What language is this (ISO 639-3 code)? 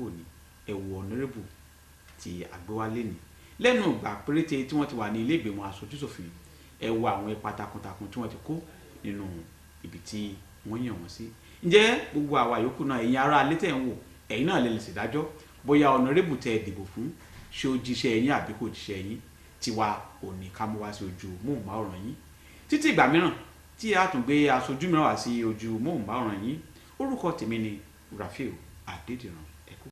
yor